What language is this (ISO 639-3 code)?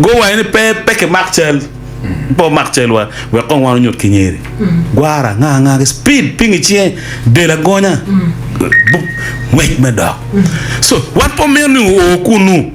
ach